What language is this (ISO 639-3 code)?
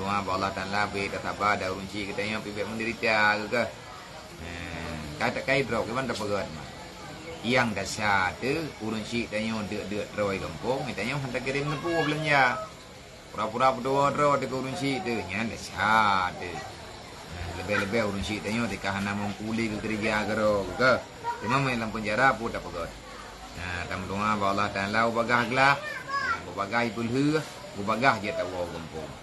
ace